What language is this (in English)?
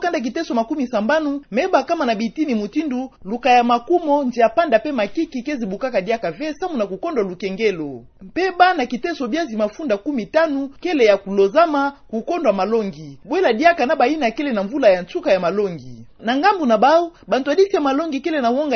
Kituba (Democratic Republic of Congo)